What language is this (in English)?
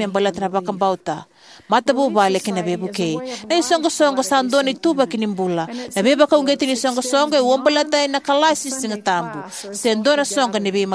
Fijian